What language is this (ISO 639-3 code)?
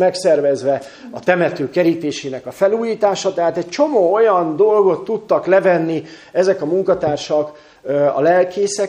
hun